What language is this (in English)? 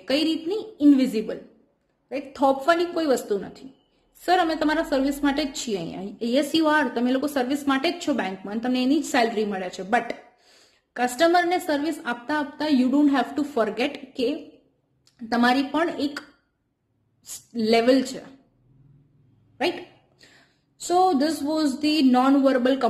Gujarati